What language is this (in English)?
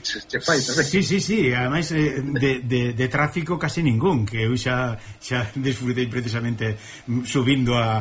Galician